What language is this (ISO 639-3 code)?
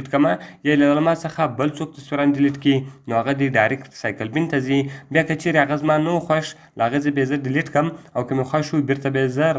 pus